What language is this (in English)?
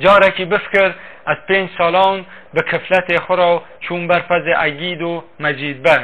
Kurdish